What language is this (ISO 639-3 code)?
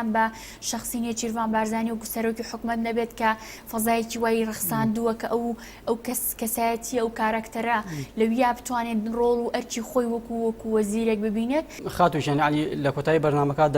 ckb